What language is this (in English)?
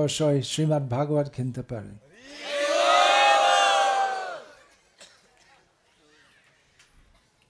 Bangla